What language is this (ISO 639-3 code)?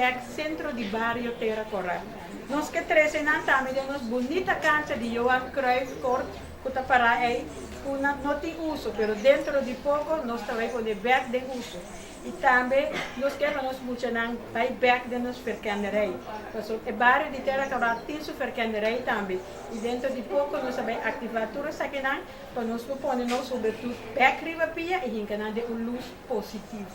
pap